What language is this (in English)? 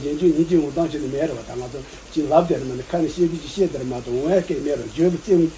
Tibetan